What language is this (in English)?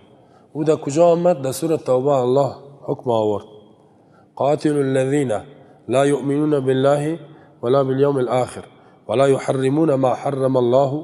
Tajik